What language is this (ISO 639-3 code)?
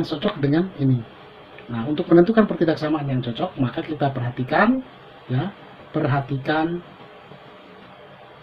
ind